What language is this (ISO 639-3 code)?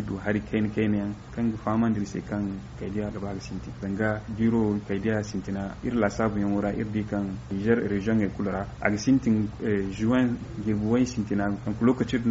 dje